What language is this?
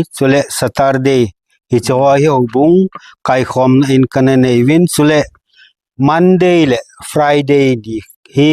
Thado Chin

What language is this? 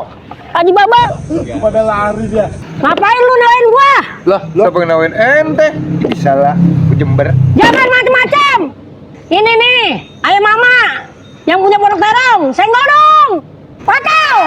Betawi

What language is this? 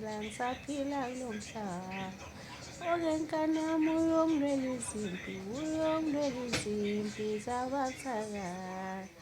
Zulu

